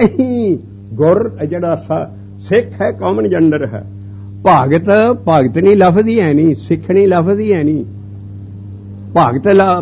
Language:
Punjabi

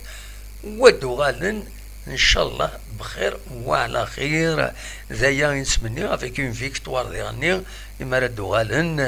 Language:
Kabyle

